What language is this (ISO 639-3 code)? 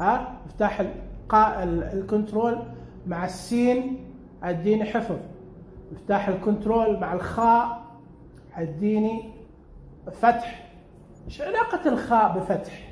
ars